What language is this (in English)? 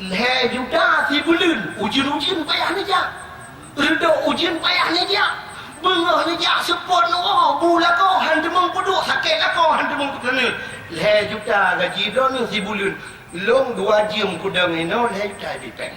Achinese